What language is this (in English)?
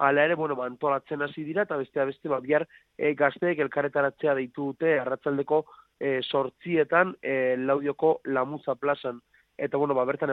Basque